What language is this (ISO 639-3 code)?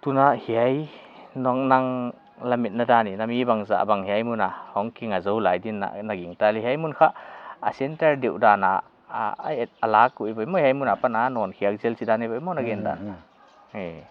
pck